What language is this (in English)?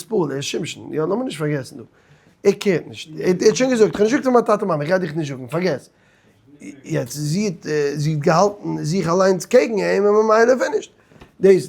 Yiddish